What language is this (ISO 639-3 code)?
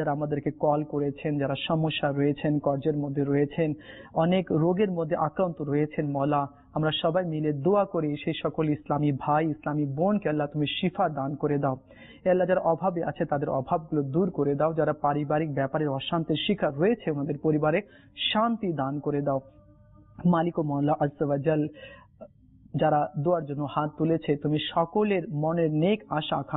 ben